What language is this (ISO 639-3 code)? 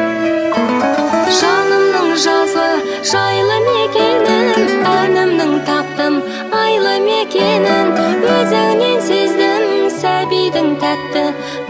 kaz